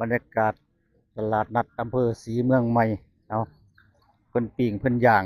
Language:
Northeastern Thai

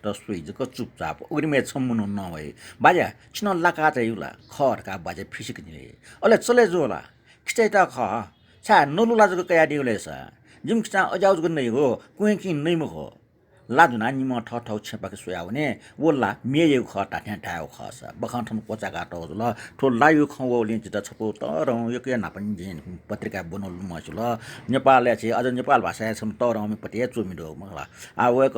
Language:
Newari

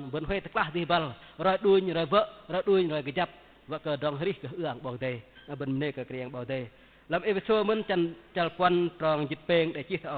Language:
Bahnar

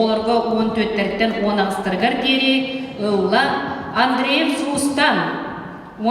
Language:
Yakut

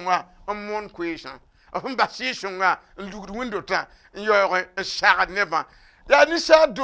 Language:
Mossi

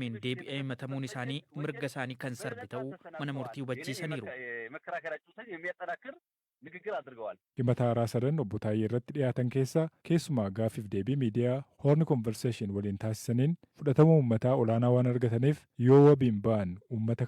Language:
Oromo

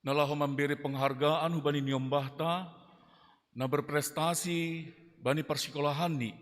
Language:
Batak Simalungun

